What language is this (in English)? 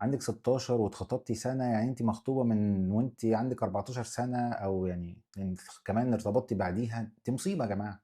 Egyptian Arabic